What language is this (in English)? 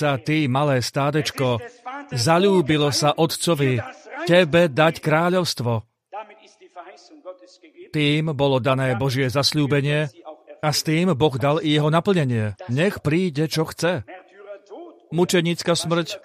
Slovak